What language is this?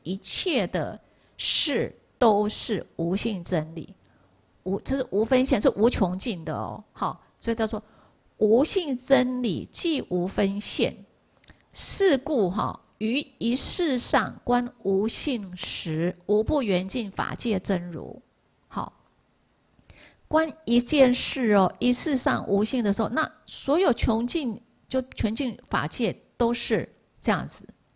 Chinese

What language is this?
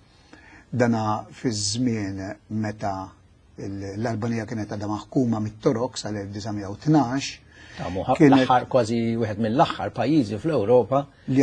Maltese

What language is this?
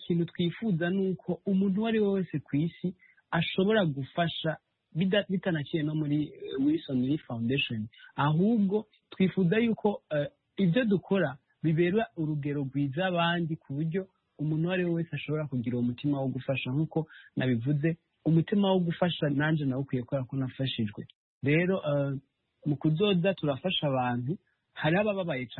Kinyarwanda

